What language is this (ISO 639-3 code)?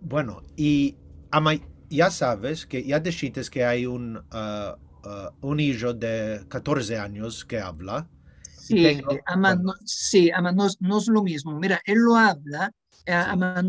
lad